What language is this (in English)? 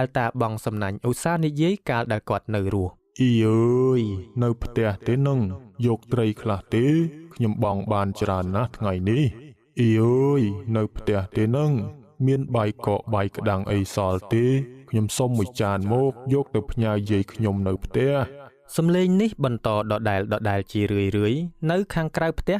Khmer